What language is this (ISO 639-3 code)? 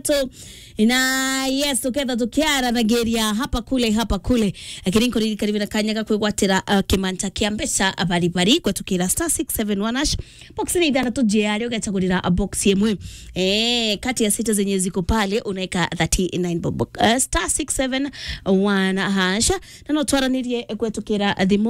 mer